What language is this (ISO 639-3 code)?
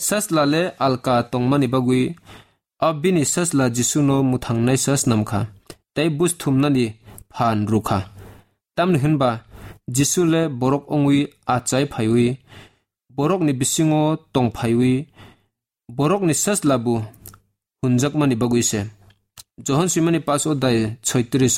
trp